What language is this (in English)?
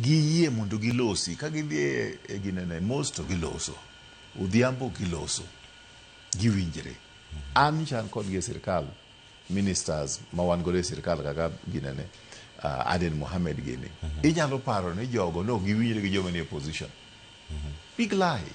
Luo (Kenya and Tanzania)